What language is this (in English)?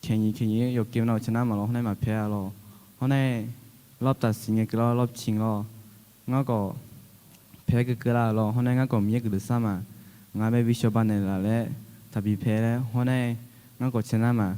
Akha